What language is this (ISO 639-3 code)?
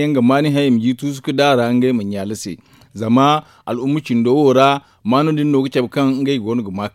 dje